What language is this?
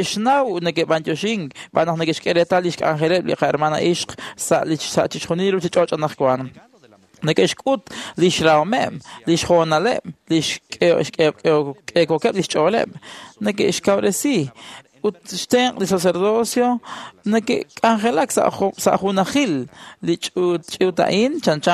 Kekchí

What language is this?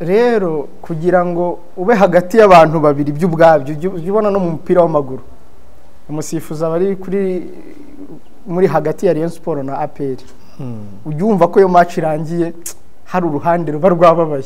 Kinyarwanda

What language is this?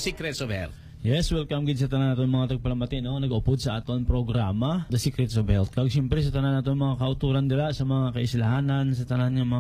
Hiligaynon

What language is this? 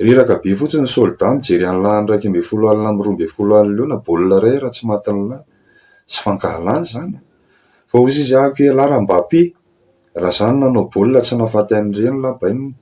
Malagasy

